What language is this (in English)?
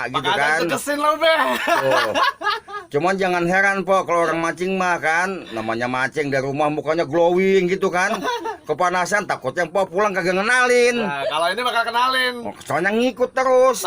Betawi